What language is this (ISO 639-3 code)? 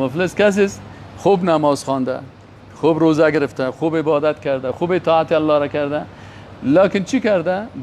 fas